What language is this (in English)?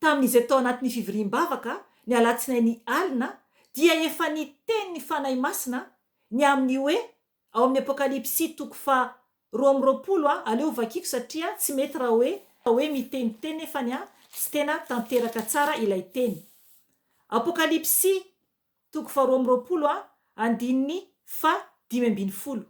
Malagasy